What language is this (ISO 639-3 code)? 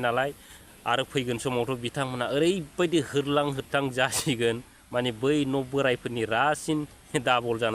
brx